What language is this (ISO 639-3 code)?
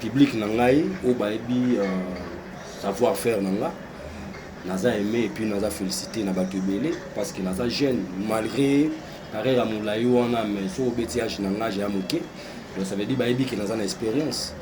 lin